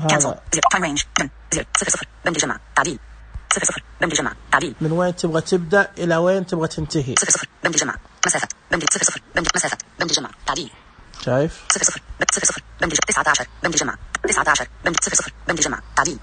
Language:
Najdi Arabic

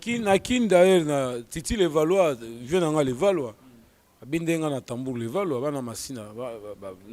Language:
Lingala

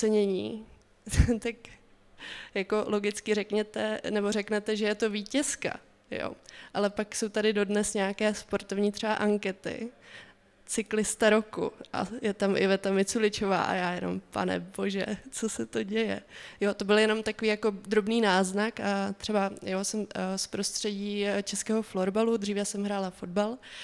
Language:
Czech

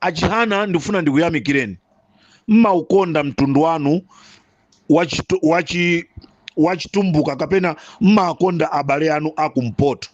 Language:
Nyanja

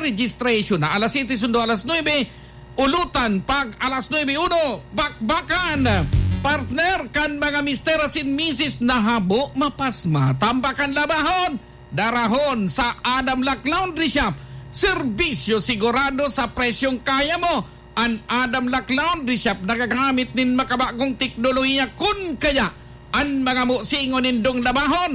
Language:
Bikol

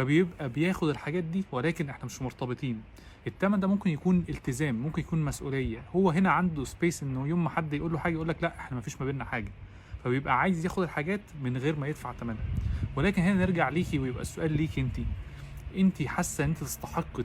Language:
Egyptian Arabic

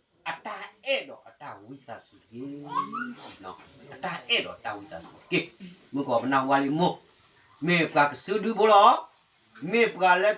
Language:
S'gaw Karen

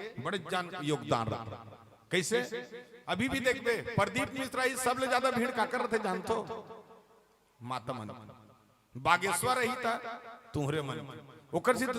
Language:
Chhattisgarhi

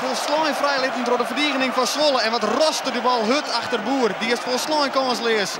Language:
Western Frisian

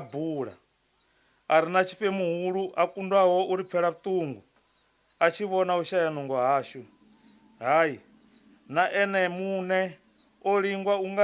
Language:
Venda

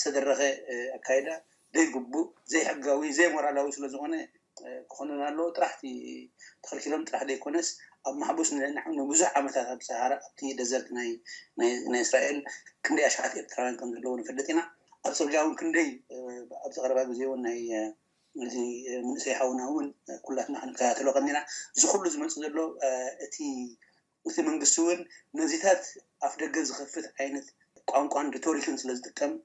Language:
Tigrinya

